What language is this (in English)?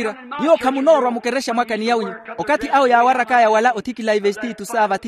Makhuwa